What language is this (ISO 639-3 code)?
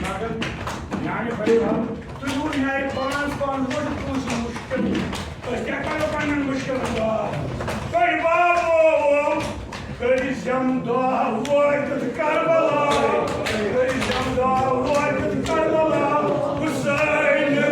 kas